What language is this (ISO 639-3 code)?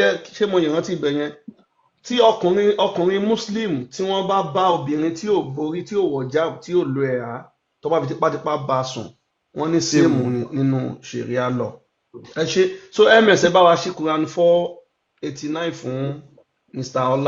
yor